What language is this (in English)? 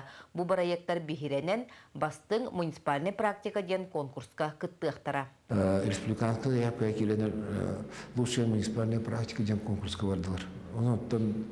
Yakut